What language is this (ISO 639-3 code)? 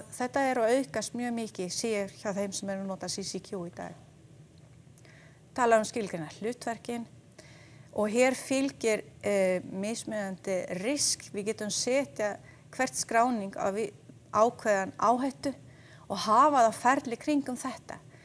isl